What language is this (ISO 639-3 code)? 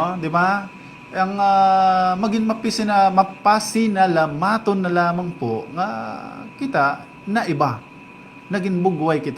war